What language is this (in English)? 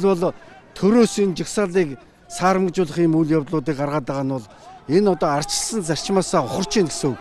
Mongolian